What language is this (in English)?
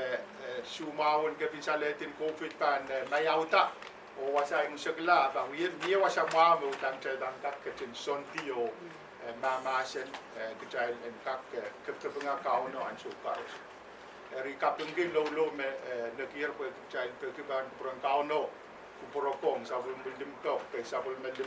Pohnpeian